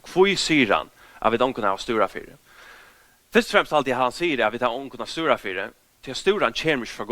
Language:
Faroese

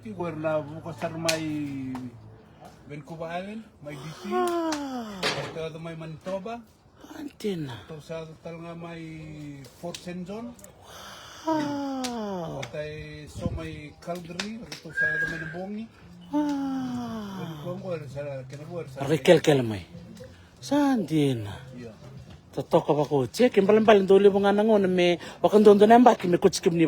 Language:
Fijian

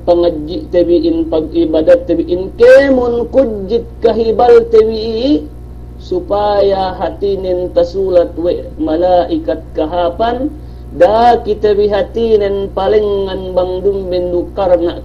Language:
Yakan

